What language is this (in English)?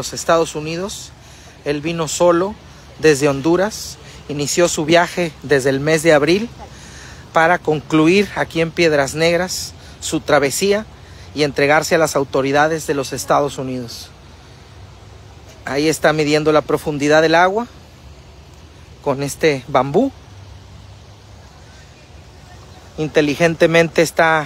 Spanish